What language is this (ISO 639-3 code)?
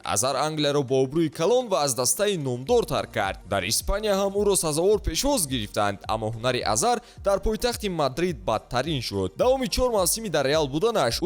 tgk